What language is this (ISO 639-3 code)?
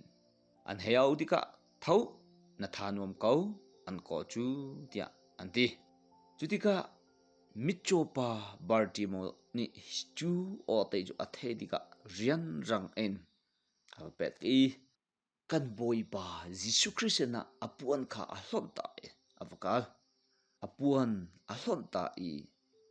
cnh